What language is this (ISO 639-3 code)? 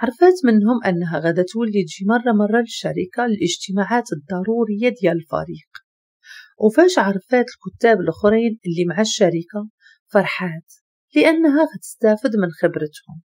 ary